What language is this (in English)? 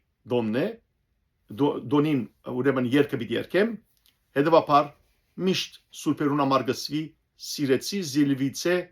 Western Armenian